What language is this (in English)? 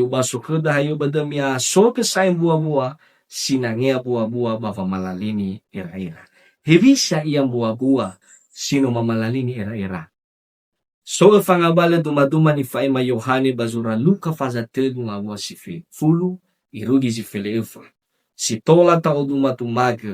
Nias